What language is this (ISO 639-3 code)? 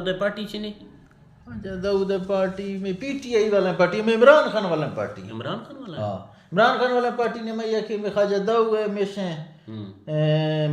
bgp